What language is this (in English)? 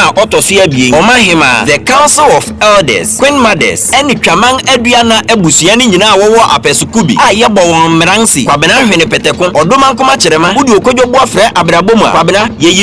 Akan